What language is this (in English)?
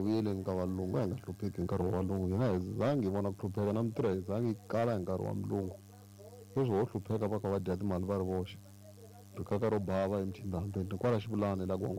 Tsonga